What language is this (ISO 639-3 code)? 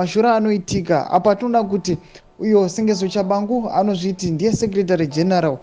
sna